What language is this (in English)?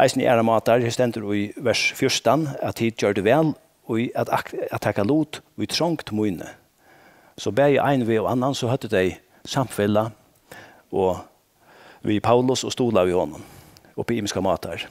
Faroese